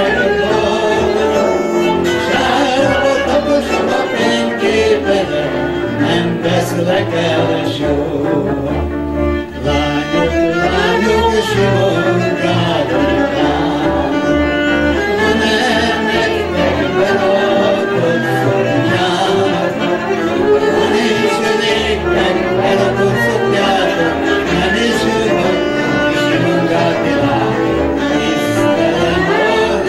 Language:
Hungarian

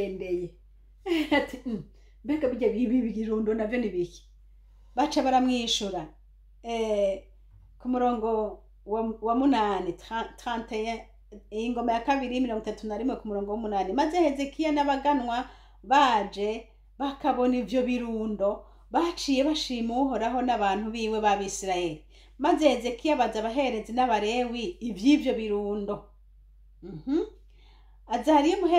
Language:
Rundi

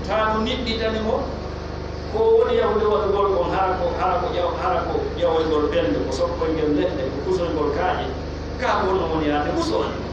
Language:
Pular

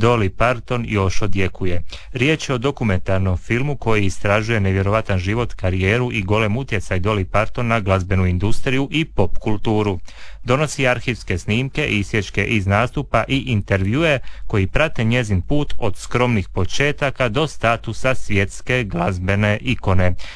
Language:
Croatian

